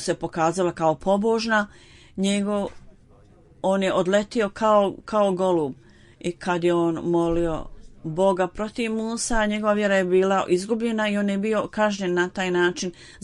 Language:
Bosnian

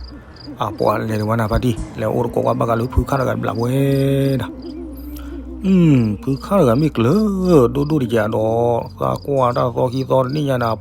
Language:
S'gaw Karen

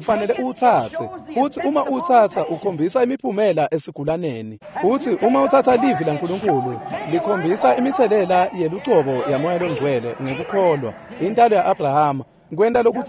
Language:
Swati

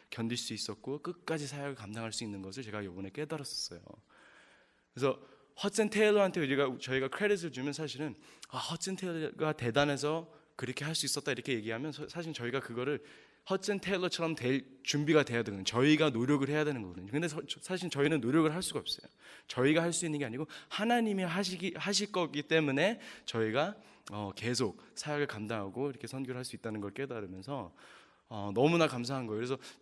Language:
Korean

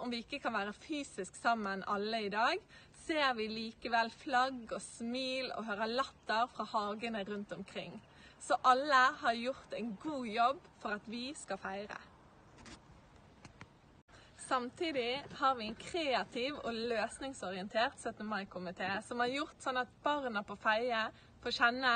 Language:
Norwegian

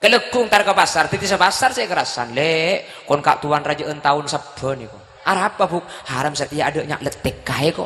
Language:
Madurese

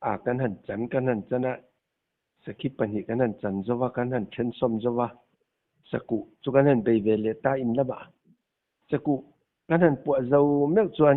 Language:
Mizo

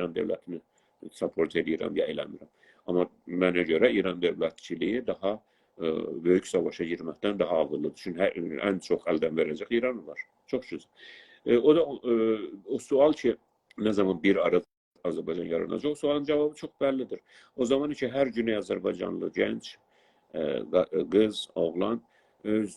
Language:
South Azerbaijani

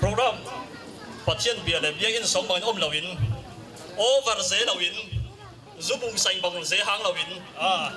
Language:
Falam Chin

